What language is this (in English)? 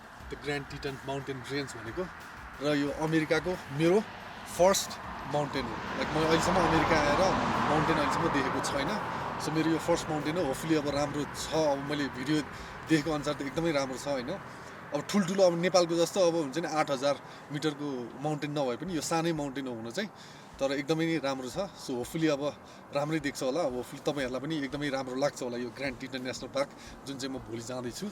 Nepali